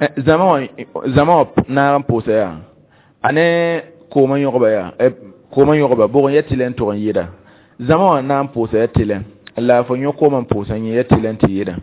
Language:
Mossi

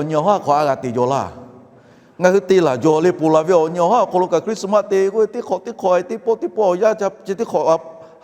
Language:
Lahu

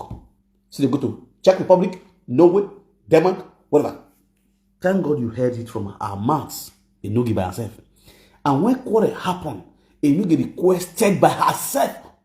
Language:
Nigerian Pidgin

